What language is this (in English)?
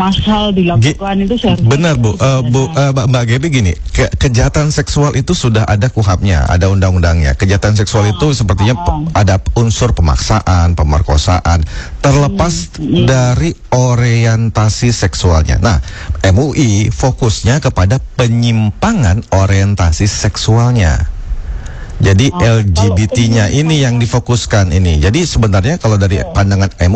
Indonesian